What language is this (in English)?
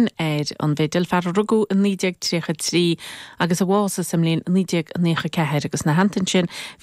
Irish